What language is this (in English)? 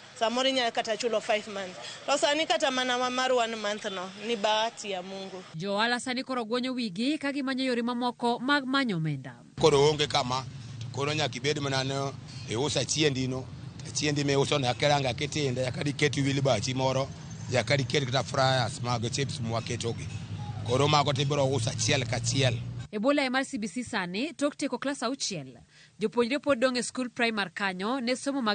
Luo (Kenya and Tanzania)